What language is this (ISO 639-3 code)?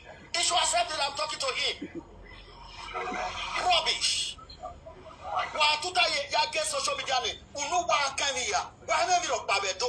pcm